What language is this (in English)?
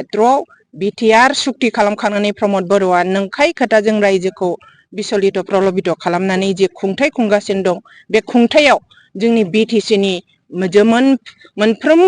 Bodo